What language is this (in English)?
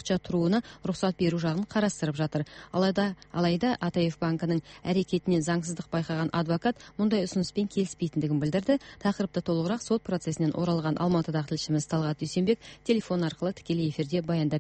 Kazakh